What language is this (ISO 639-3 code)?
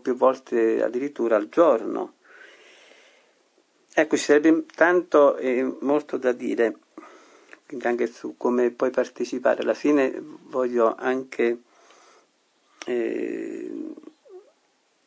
ita